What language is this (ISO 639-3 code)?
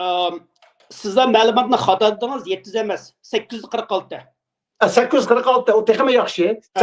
uig